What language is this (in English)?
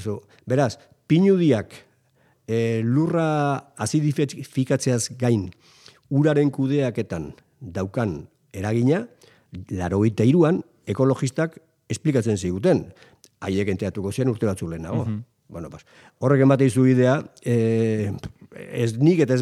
Basque